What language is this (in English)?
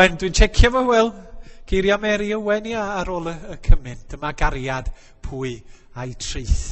Welsh